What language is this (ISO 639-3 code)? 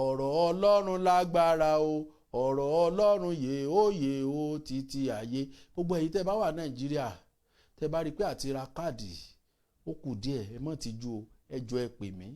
yor